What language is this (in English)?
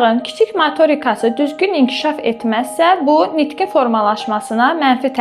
Azerbaijani